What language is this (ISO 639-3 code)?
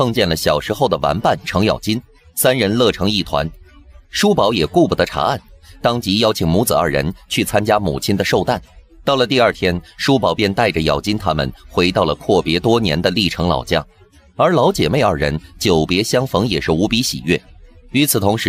zho